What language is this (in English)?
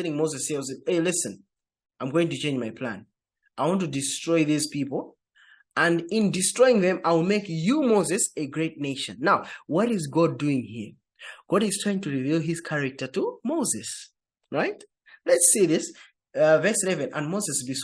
English